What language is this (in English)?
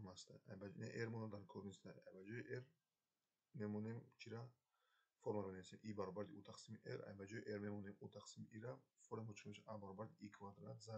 Tajik